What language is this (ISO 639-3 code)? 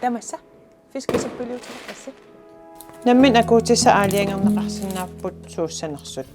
kal